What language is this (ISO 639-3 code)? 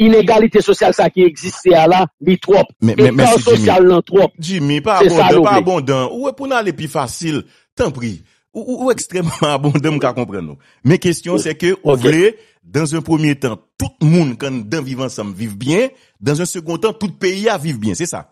hat